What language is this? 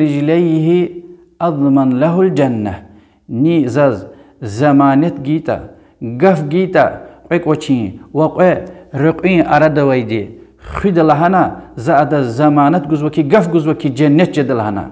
Lezghian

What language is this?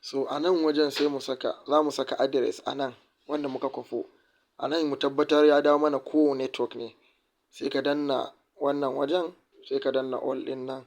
Hausa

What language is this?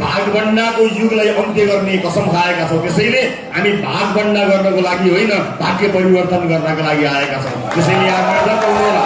Nepali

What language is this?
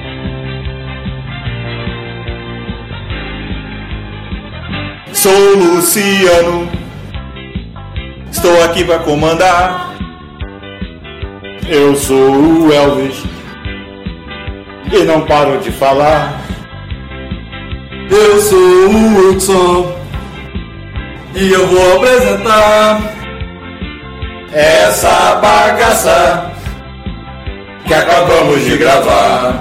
Portuguese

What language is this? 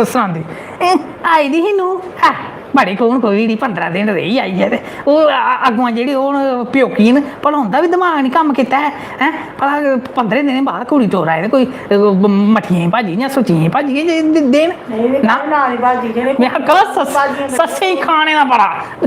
Dogri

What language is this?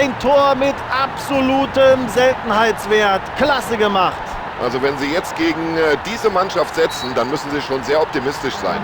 Bavarian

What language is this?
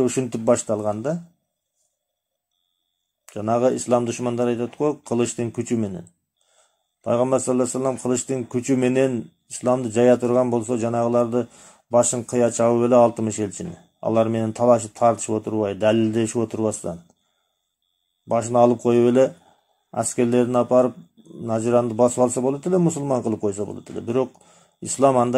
Kyrgyz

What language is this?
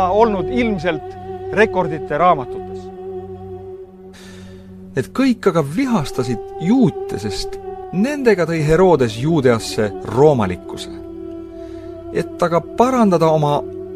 Estonian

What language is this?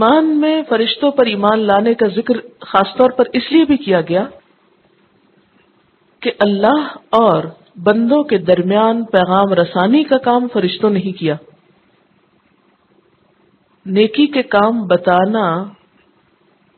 Urdu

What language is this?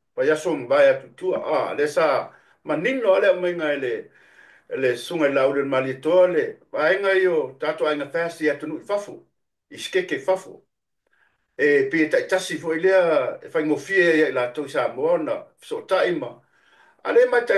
Samoan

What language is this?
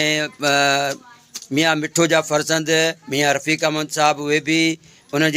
Sindhi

